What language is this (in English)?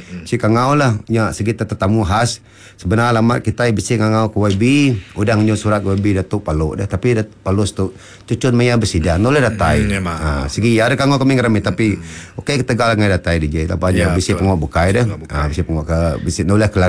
Iban